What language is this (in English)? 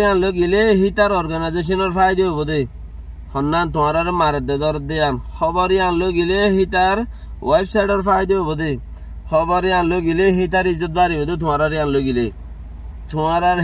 Rohingya